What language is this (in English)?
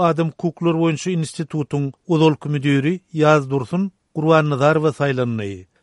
Turkmen